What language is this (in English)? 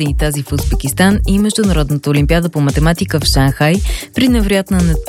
Bulgarian